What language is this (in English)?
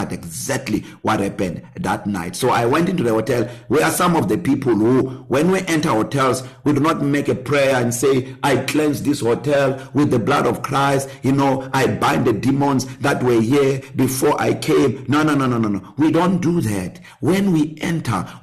English